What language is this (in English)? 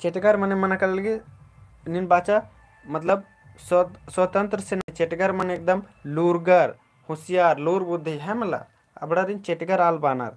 Kurukh